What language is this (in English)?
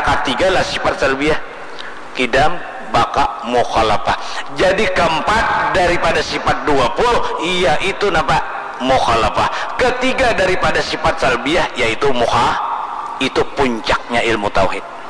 Banjar